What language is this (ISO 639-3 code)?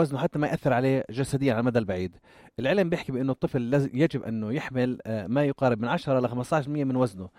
apc